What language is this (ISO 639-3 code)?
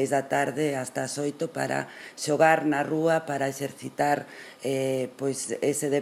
glg